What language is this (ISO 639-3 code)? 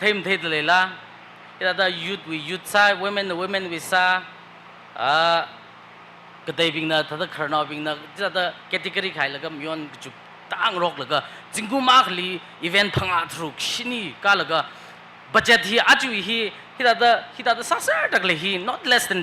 nmf